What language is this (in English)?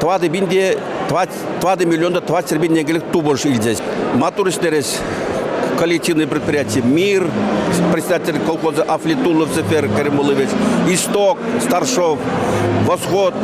Chuvash